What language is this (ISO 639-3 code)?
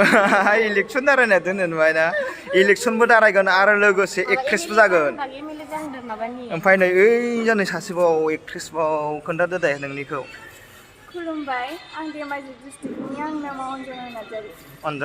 brx